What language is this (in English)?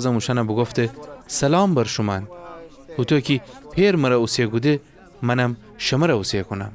Gilaki